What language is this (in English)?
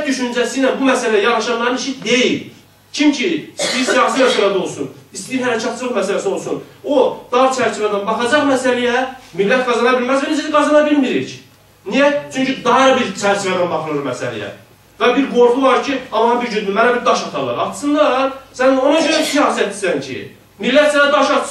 South Azerbaijani